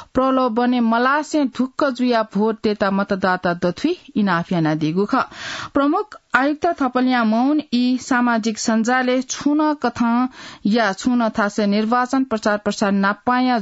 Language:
Newari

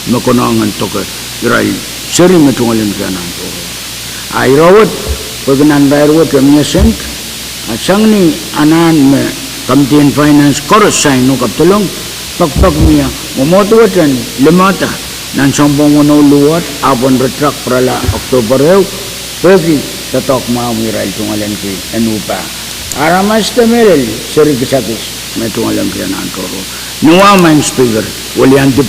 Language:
Pohnpeian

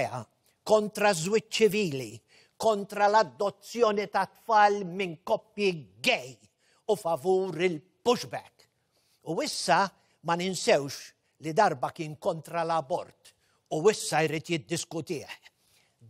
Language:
Maltese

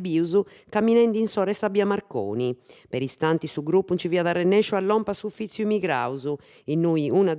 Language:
Sardinian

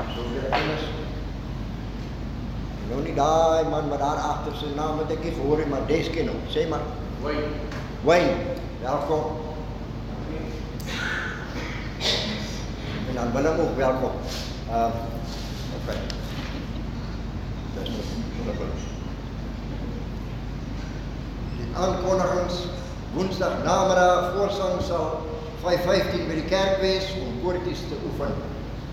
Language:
Afrikaans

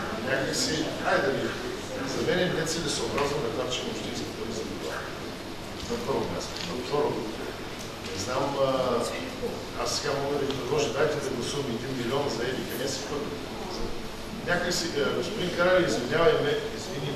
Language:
Bulgarian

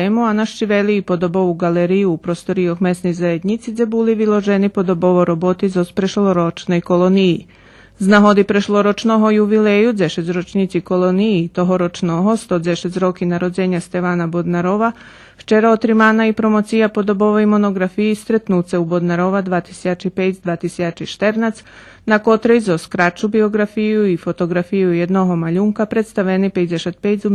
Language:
Rusyn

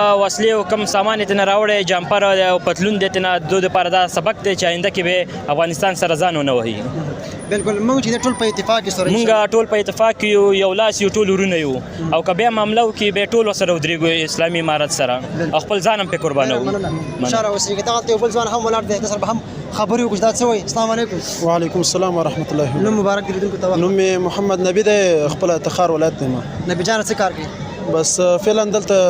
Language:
Pashto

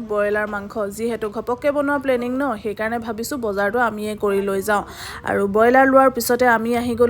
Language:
Assamese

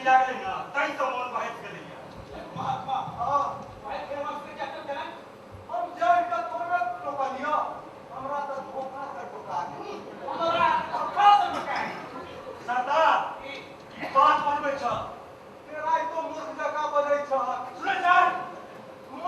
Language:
Maithili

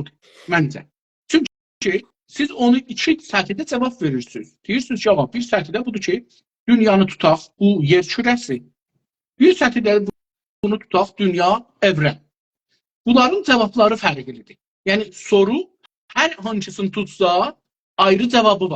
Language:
South Azerbaijani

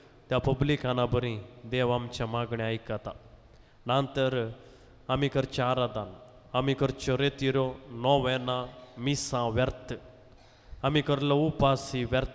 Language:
Konkani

